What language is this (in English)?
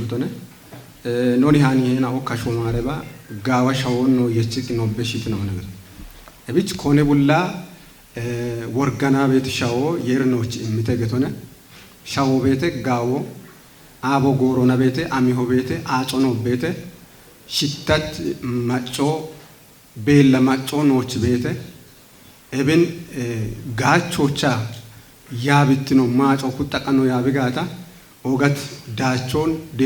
Kafa